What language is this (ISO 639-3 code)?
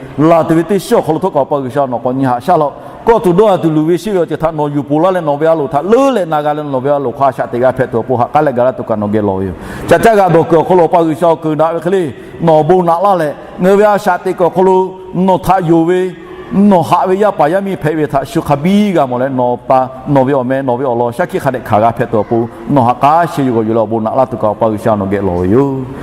lhu